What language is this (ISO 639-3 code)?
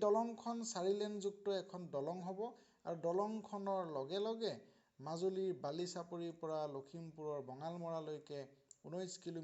asm